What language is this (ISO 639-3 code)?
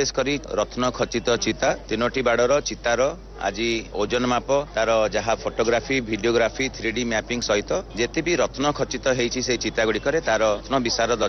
ori